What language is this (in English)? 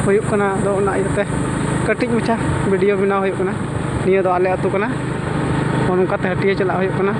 Santali